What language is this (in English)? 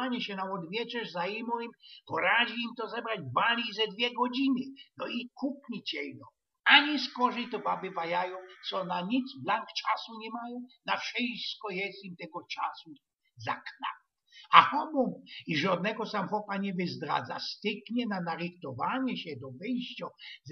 Silesian